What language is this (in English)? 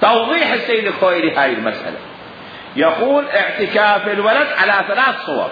Mesopotamian Arabic